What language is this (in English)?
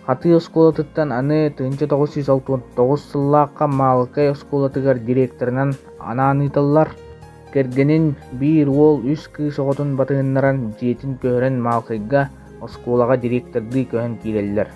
Yakut